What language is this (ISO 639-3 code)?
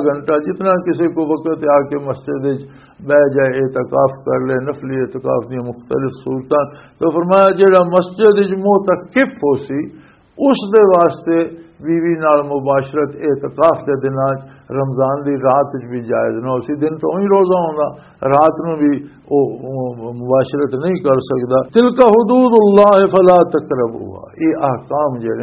lah